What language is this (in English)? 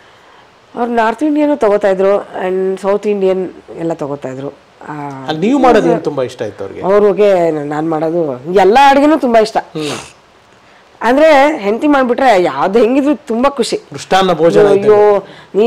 Kannada